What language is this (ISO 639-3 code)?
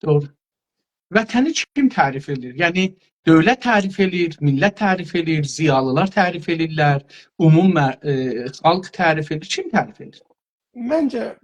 azb